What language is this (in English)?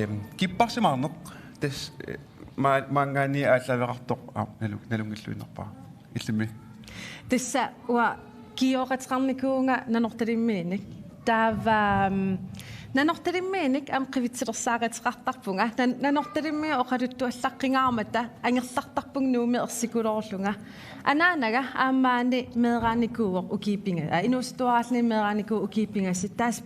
Kalaallisut